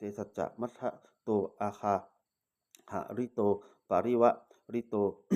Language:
Pali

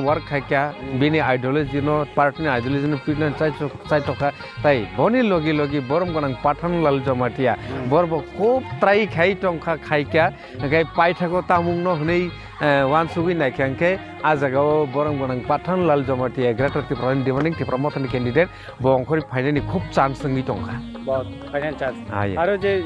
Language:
Kok Borok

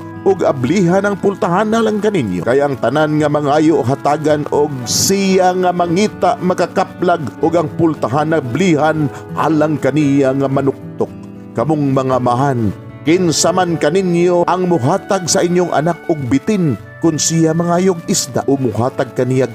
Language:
Cebuano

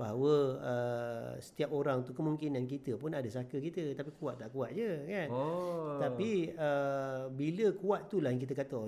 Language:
Malay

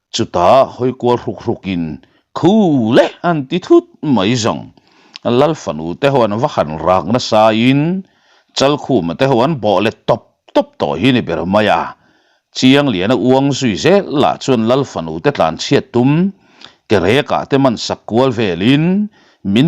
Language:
Mizo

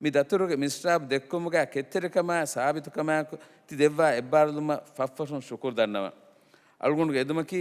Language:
Divehi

